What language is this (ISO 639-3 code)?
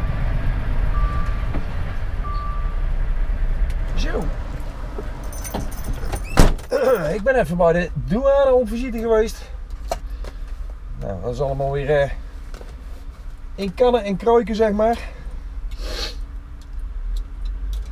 nld